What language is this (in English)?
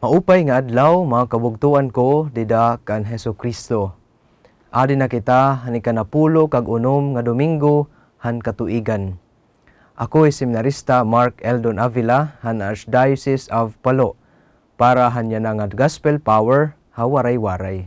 Waray